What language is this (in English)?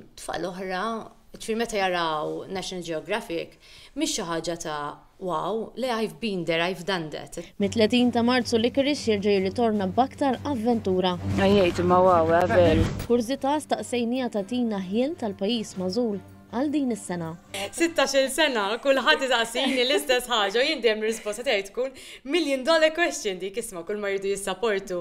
Maltese